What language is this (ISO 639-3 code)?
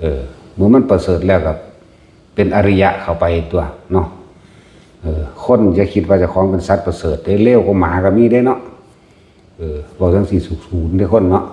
tts